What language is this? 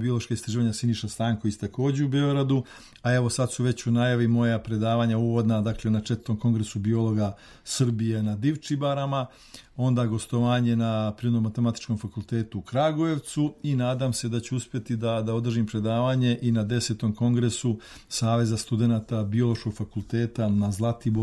Serbian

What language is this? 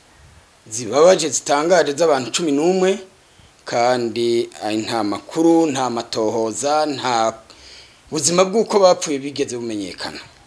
Rundi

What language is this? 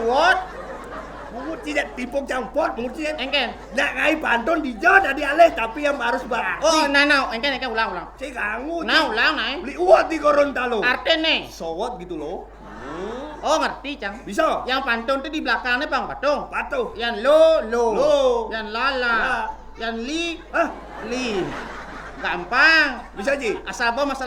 Balinese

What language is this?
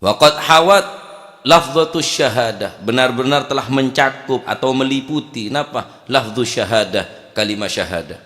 Madurese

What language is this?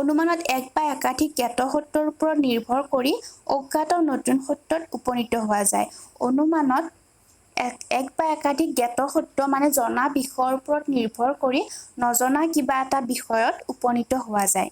Assamese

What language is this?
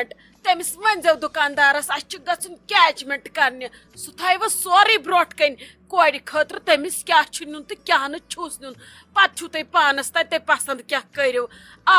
Kashmiri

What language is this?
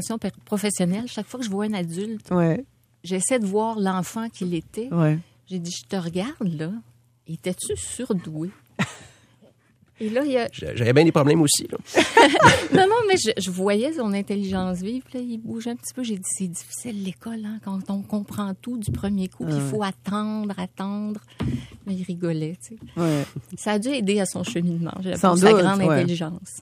French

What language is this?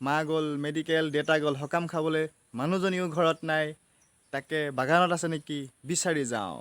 Assamese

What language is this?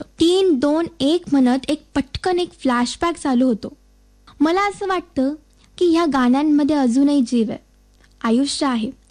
Marathi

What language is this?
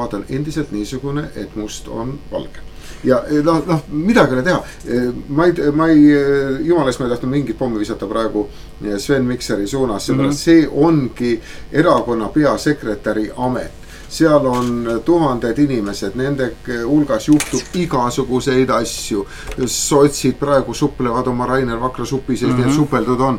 Estonian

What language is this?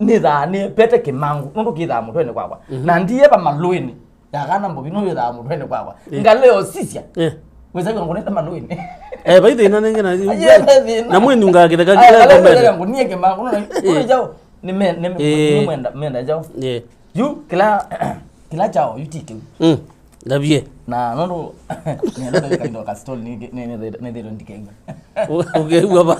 Kamba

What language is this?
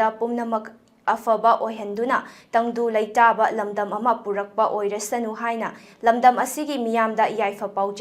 Manipuri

